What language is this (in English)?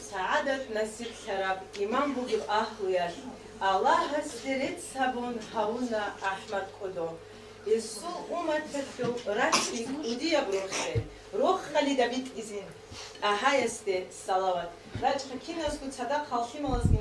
Avaric